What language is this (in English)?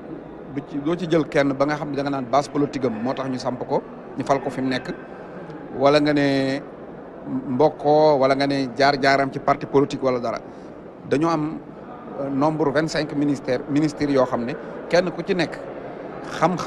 Wolof